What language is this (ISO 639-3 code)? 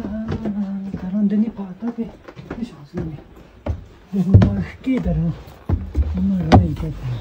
bod